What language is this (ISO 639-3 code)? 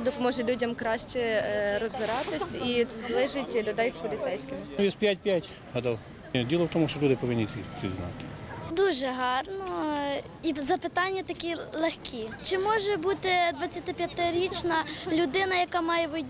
ukr